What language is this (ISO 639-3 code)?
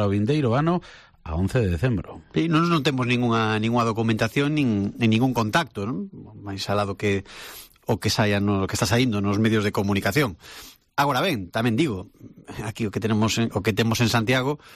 glg